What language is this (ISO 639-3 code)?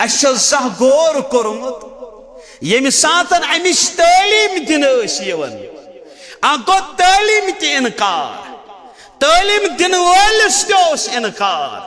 kas